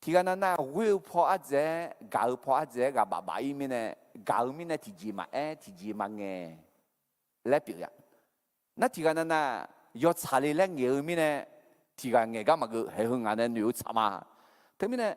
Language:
Akha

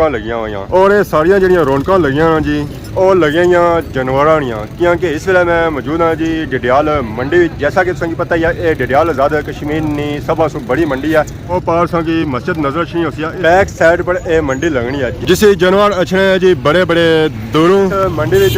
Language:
Pahari-Potwari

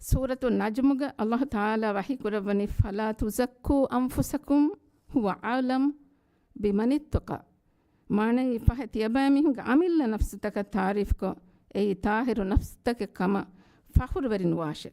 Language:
Divehi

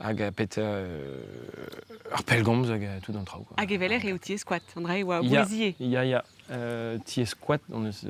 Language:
Breton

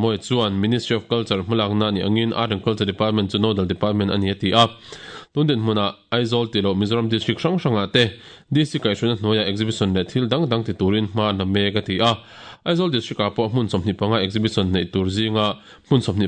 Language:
Mizo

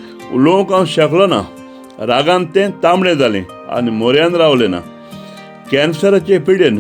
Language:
Konkani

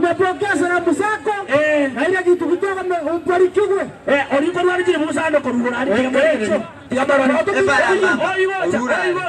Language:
Gusii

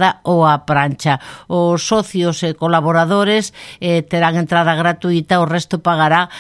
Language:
Galician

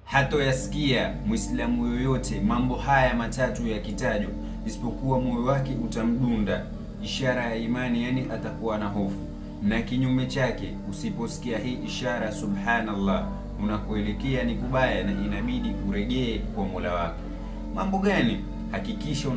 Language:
Swahili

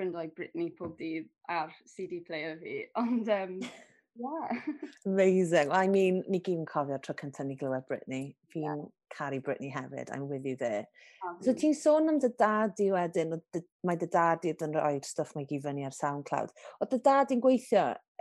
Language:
Welsh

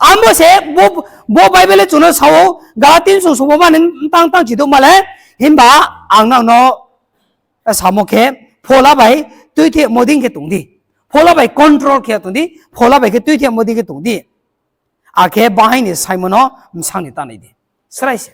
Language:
Riang (India)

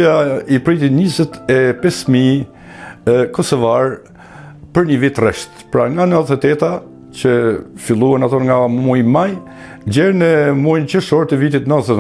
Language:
Albanian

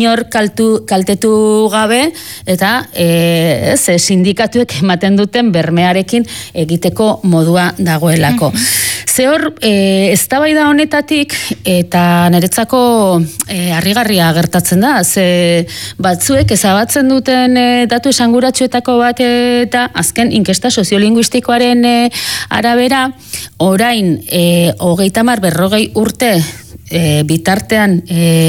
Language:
Basque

